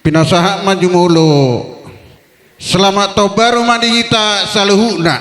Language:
Batak Toba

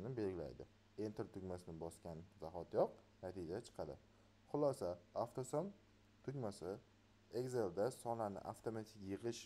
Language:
Uzbek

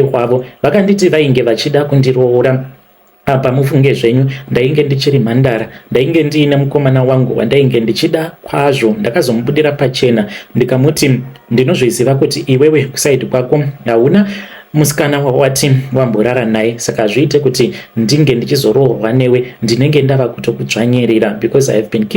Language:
Shona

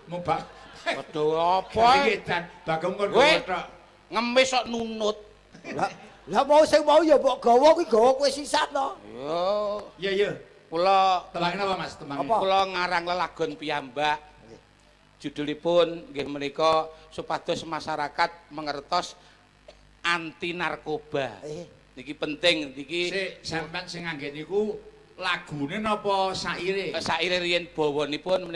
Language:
Javanese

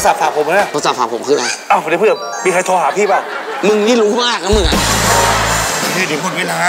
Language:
Thai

